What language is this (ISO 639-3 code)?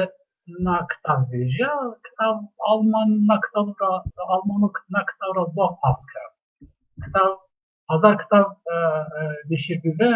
zza